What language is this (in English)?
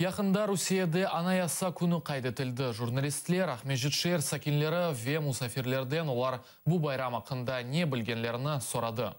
Crimean Tatar